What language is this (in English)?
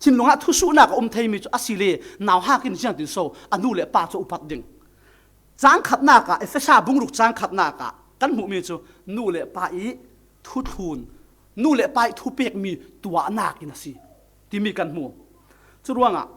Falam Chin